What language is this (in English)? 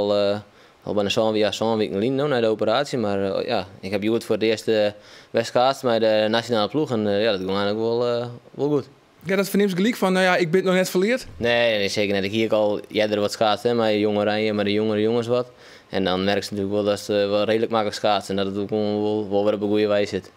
Western Frisian